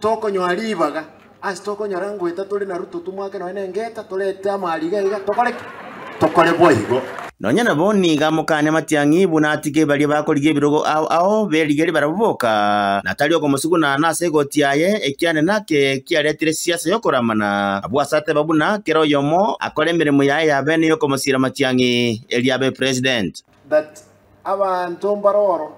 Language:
Gusii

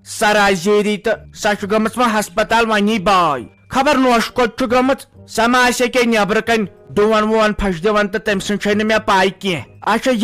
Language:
Kashmiri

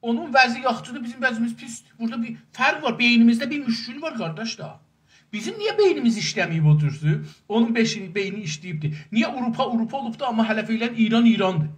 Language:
South Azerbaijani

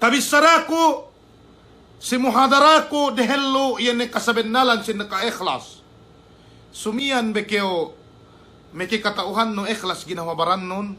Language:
Yakan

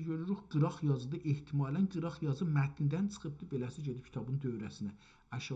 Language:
South Azerbaijani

